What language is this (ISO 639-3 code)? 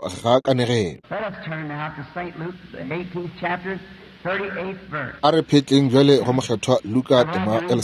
nso